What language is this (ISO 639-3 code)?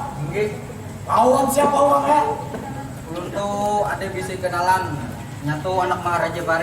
bjn